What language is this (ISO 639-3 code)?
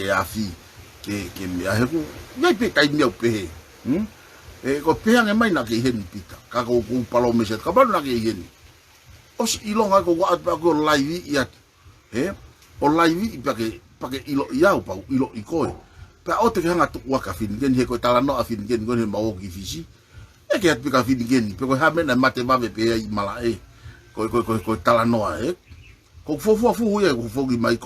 ton